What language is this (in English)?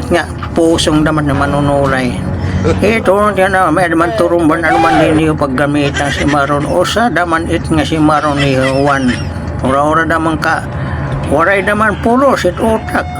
Waray